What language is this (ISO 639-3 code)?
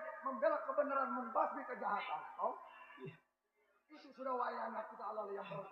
bew